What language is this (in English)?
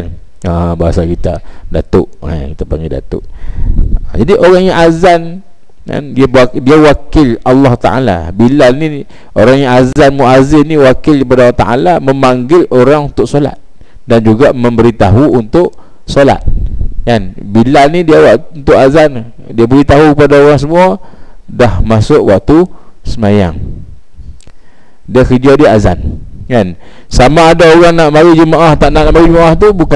Malay